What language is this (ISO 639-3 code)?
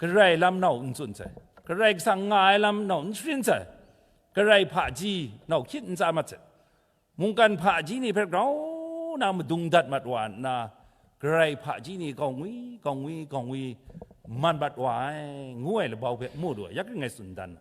kac